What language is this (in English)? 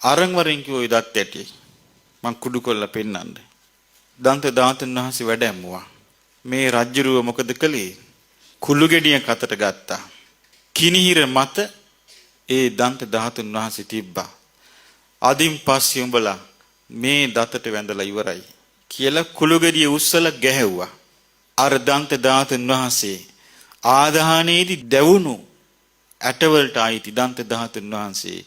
Sinhala